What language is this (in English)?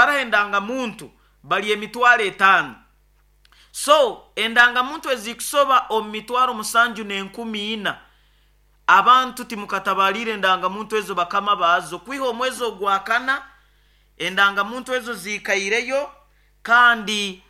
Nyoro